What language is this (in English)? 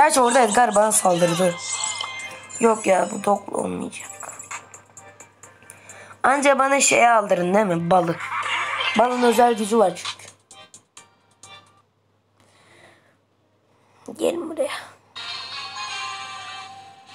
Turkish